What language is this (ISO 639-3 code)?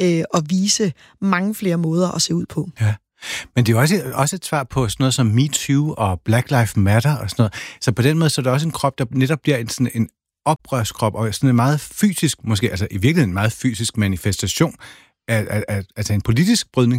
dan